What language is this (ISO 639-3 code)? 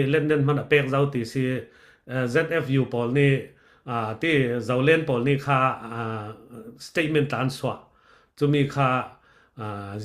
cfm